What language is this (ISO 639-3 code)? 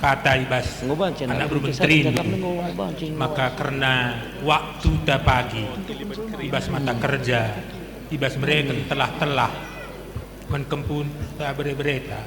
btx